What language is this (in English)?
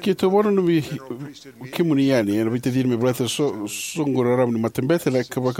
Fijian